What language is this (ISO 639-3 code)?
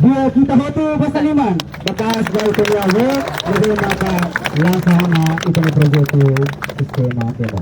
tet